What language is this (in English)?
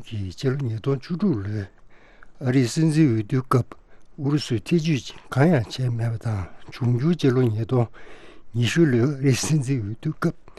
Tibetan